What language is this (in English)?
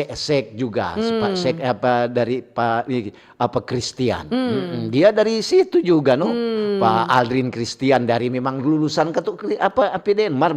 Manado Malay